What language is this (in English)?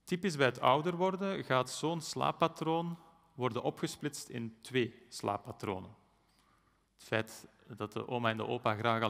Dutch